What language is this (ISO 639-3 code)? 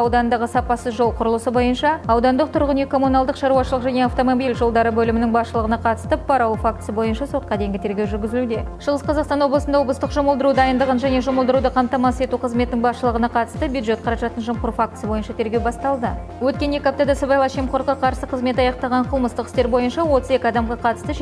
kaz